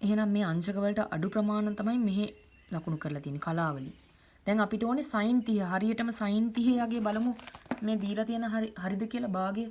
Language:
Sinhala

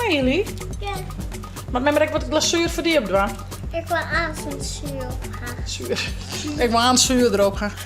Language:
Western Frisian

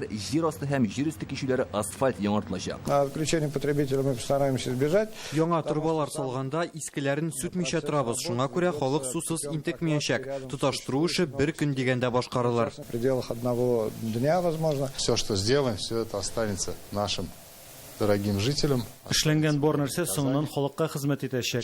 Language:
Tatar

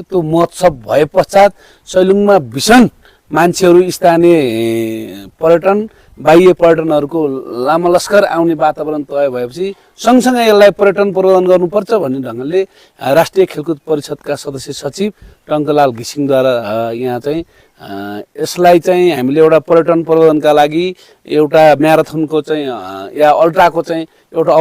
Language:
Nepali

